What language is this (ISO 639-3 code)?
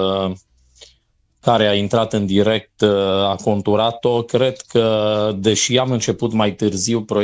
ron